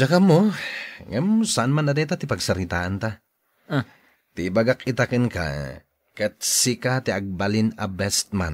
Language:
Iloko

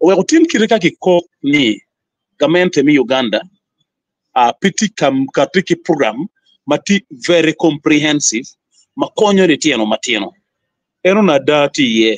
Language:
Acoli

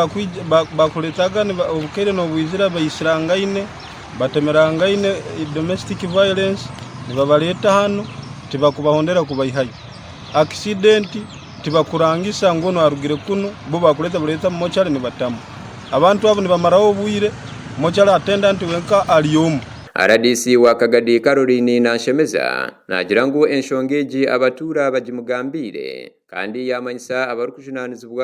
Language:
Nyankole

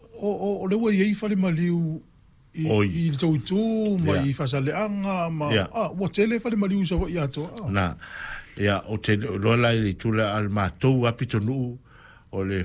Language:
Samoan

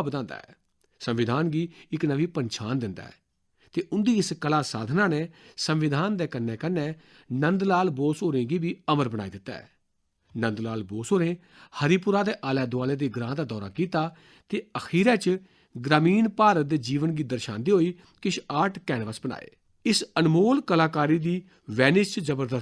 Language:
Dogri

